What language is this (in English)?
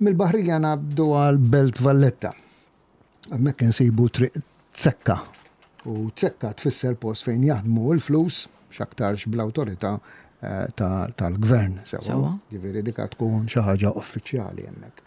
Maltese